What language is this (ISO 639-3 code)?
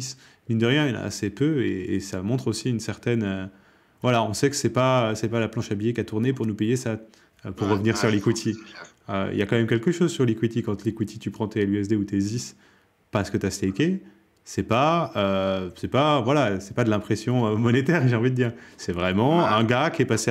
fra